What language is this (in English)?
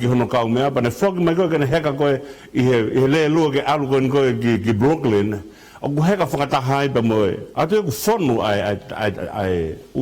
Tongan